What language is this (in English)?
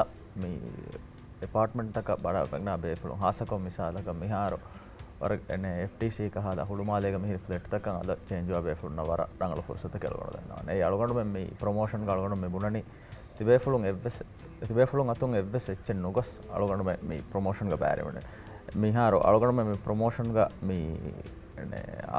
Divehi